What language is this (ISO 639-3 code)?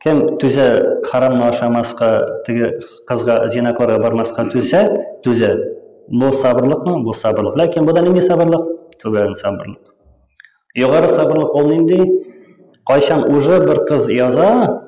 tat